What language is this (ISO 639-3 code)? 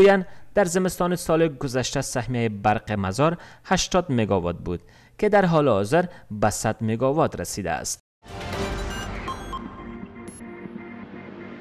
fas